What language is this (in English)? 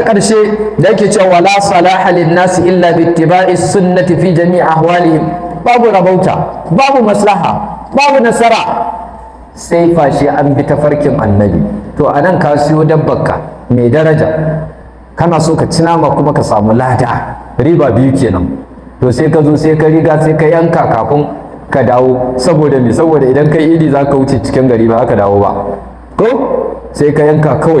Hausa